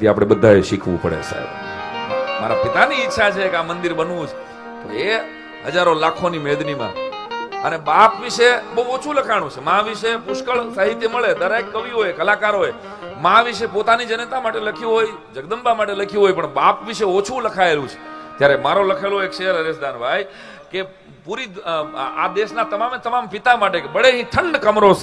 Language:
Gujarati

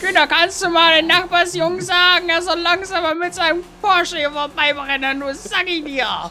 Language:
Bavarian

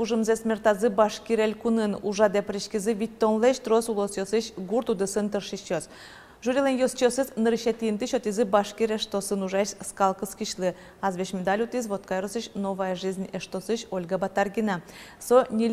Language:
Udmurt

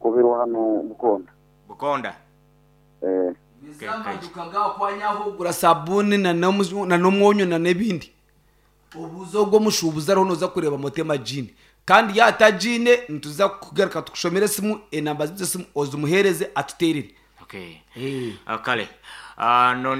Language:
Nyankole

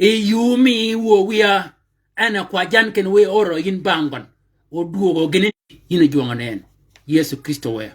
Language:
Shilluk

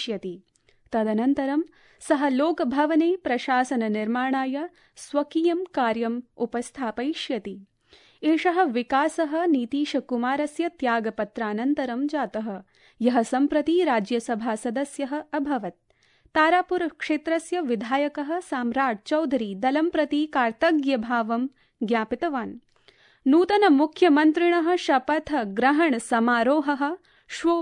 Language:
Sanskrit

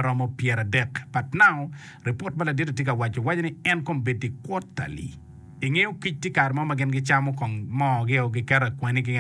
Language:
Acoli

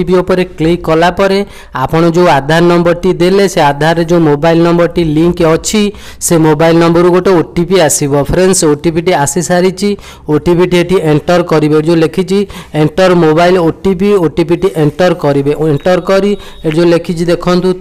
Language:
Odia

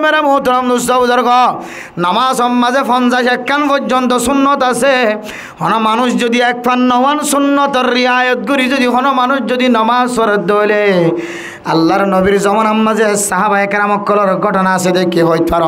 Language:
Rohingya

